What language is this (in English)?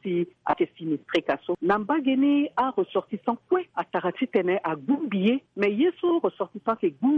Sango